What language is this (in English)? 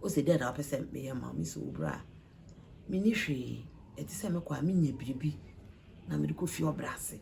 Akan